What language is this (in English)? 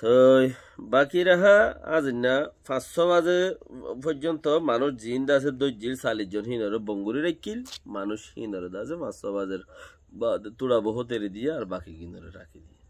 Rohingya